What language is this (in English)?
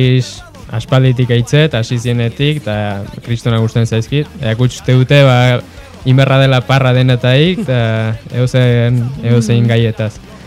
Basque